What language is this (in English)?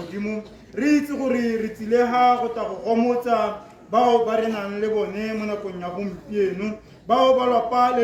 Tswana